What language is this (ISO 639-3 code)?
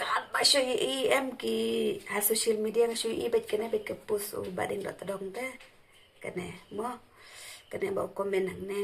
kha